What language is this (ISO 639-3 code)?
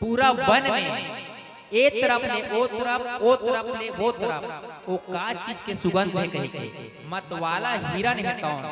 hne